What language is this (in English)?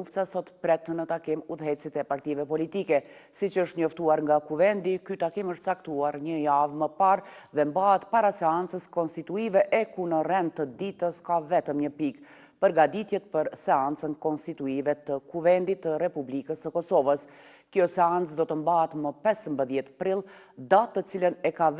Albanian